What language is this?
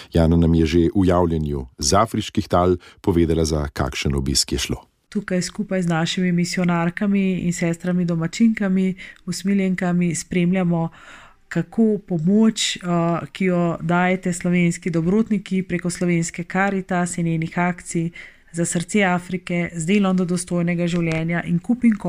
Slovenian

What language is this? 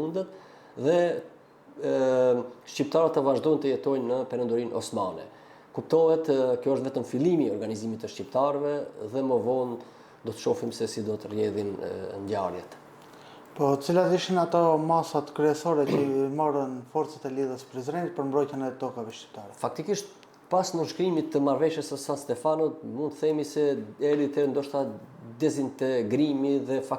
Albanian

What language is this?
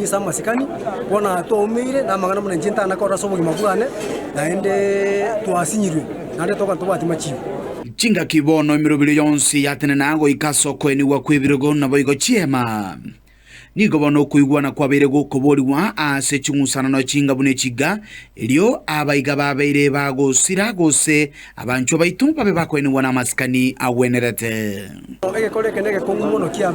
Gusii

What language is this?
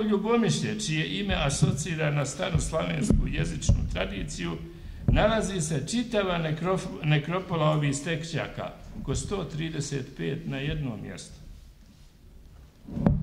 Bosnian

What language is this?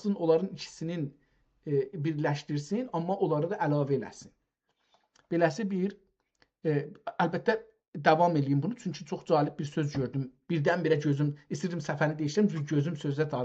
South Azerbaijani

